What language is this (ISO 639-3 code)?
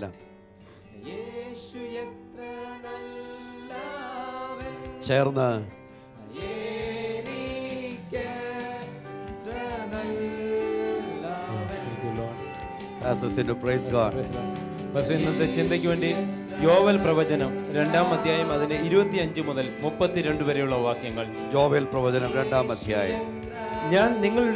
mal